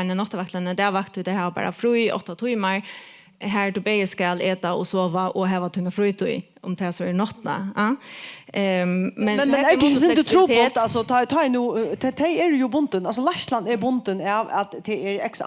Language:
Faroese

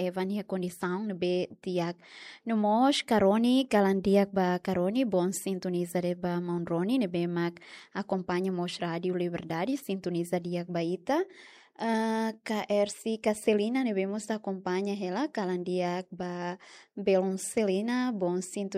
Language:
Tetum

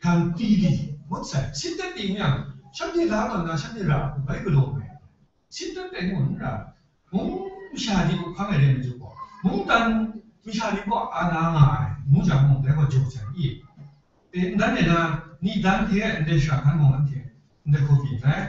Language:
Kachin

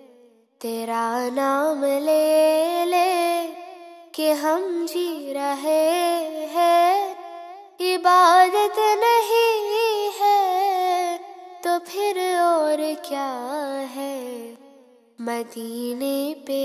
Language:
Urdu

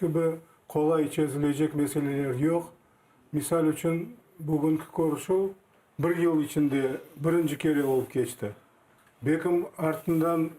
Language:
Crimean Tatar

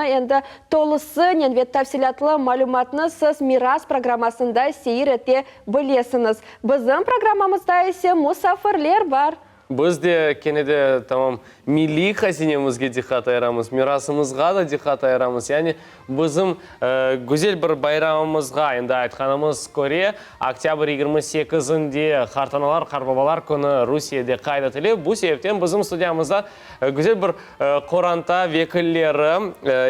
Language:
Crimean Tatar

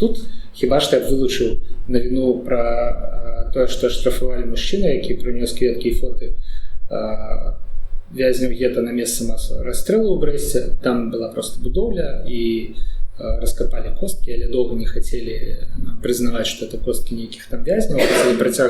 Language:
Belarusian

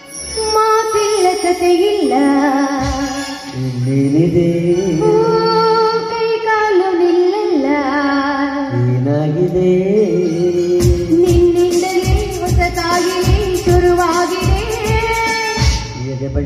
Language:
Kannada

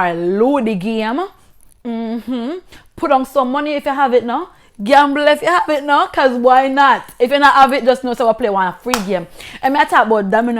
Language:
Jamaican Creole English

